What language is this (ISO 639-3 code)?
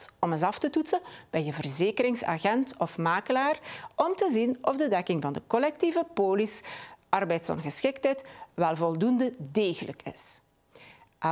nld